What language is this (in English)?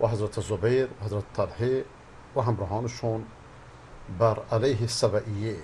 Persian